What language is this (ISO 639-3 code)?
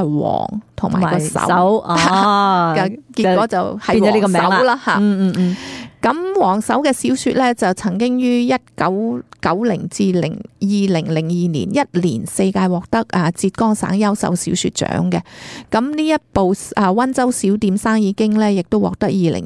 yue